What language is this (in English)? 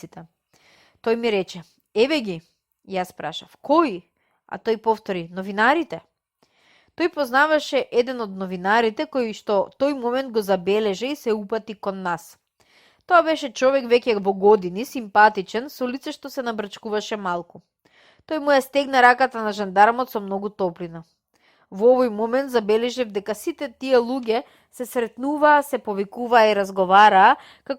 Macedonian